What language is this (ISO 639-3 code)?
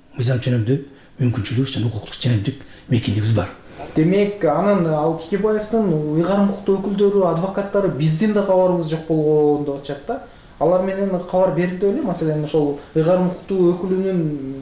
kir